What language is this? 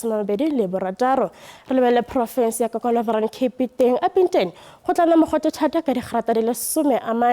Tswana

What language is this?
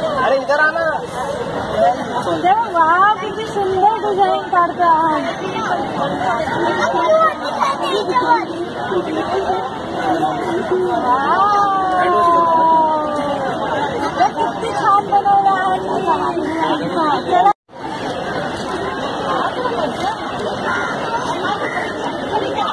Marathi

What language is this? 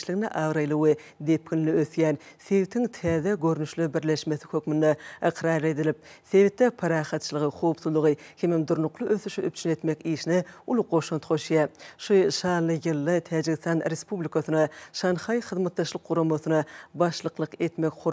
Turkmen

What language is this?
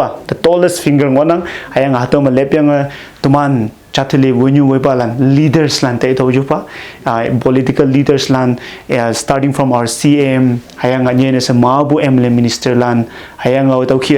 Konyak Naga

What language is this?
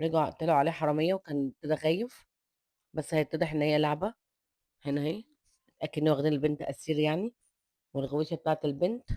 Egyptian Arabic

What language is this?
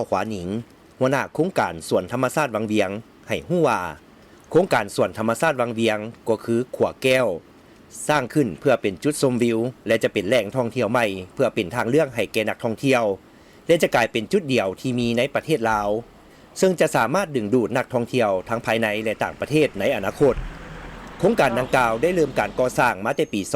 Lao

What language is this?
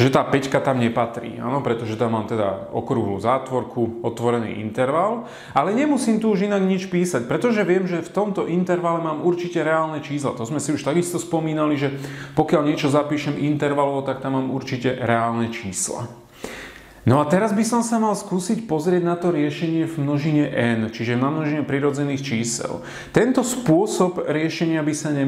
Slovak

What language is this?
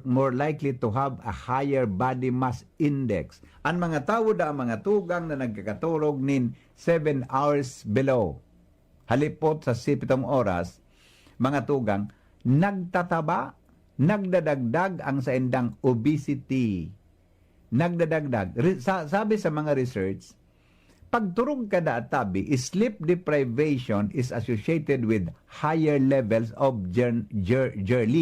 Bikol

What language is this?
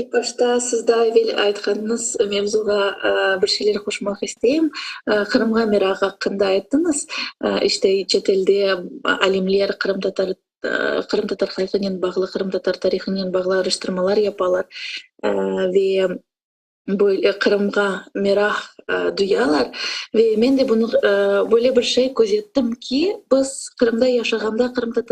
Crimean Tatar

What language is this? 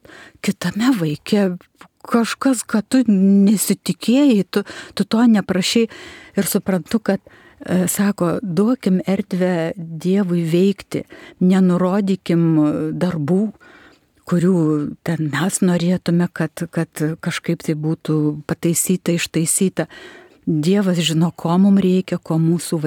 Lithuanian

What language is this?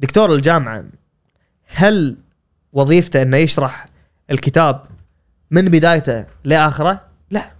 Gulf Arabic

